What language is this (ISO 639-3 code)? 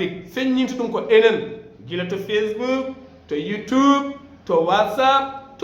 ful